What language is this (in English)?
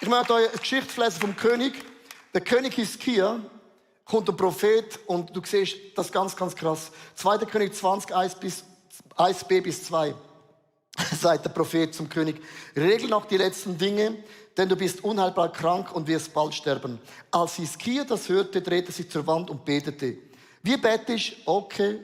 Swiss German